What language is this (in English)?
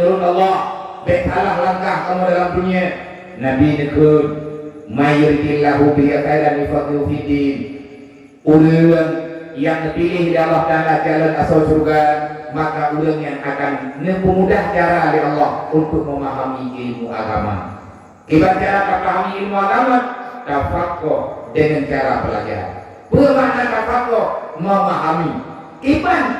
Achinese